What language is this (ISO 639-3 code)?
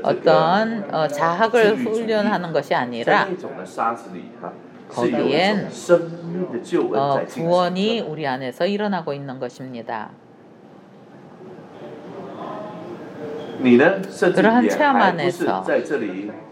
kor